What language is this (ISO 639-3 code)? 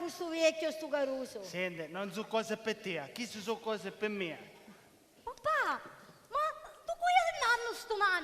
scn